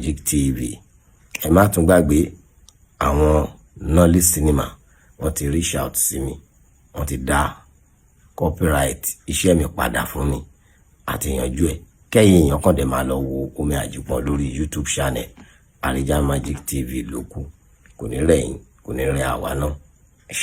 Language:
Yoruba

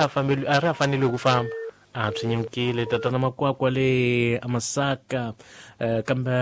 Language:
Tsonga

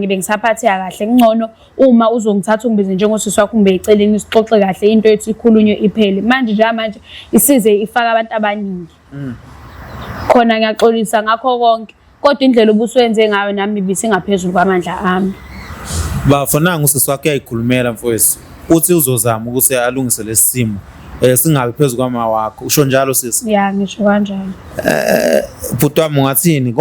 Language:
Zulu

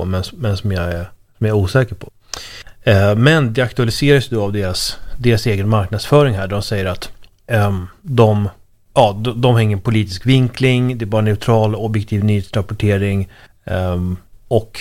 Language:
Swedish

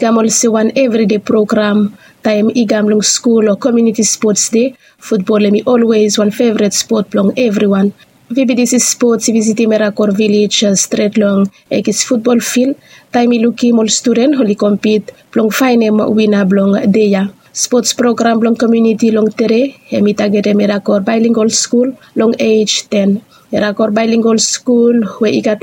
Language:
Bislama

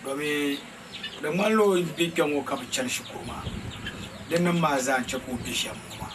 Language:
Dagbani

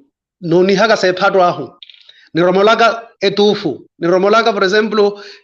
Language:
Makhuwa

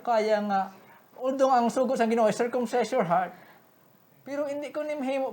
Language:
Hiligaynon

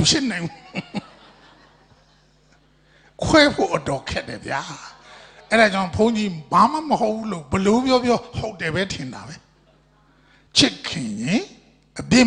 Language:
Burmese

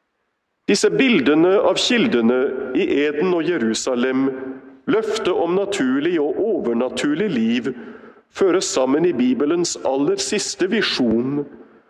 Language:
Norwegian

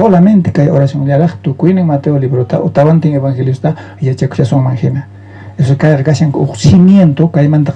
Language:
South Bolivian Quechua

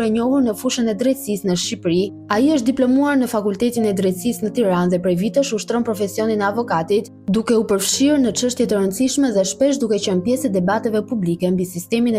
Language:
Albanian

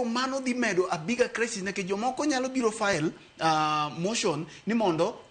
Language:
Luo (Kenya and Tanzania)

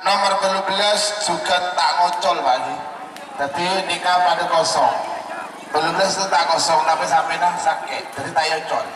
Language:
Madurese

